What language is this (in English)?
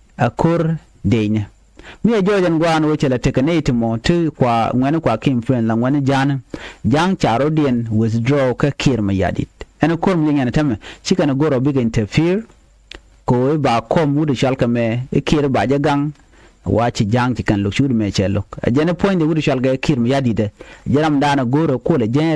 Nuer